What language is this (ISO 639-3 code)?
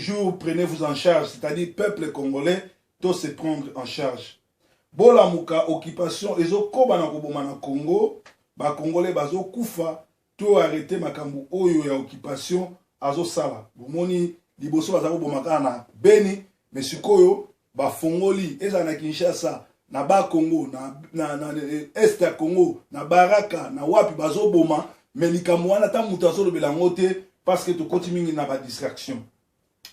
lin